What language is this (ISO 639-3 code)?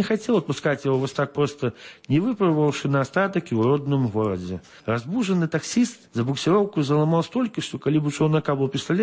bel